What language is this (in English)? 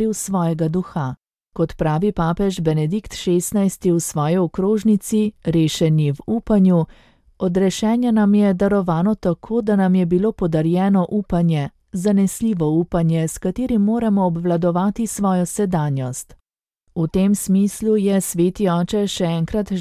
Slovenian